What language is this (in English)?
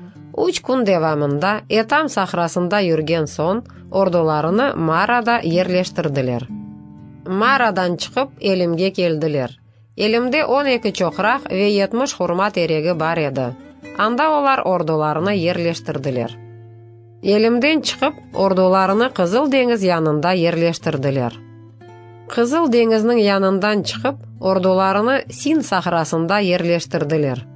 Crimean Tatar